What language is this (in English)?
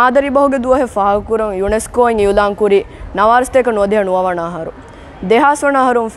Divehi